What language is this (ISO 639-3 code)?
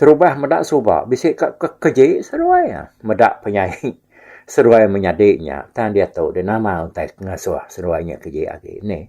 iba